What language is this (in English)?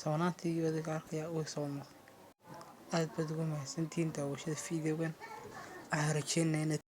Somali